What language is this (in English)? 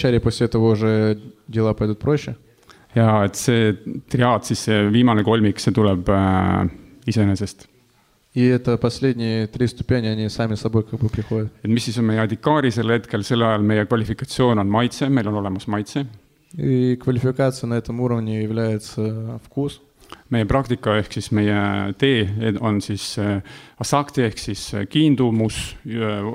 Estonian